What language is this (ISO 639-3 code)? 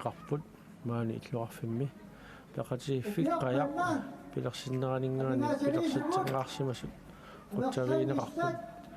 kal